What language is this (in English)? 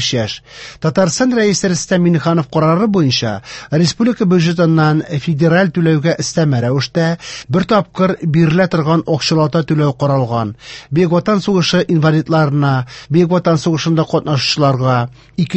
Tatar